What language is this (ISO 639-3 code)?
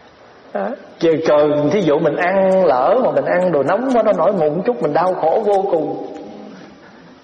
vie